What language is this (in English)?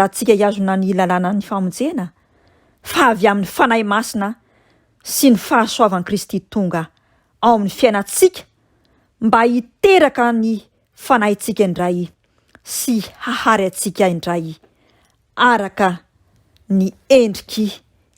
Malagasy